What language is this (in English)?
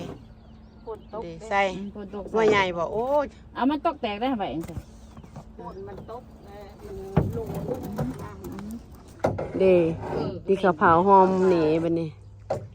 Lao